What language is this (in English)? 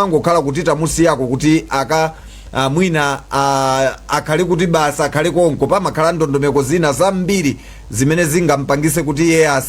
Nyanja